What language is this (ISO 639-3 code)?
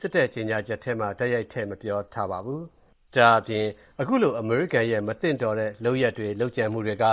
mya